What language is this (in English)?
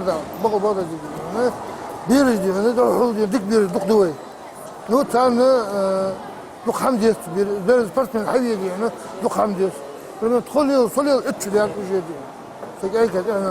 Ingush